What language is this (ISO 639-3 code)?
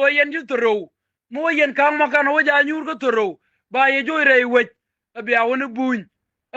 nus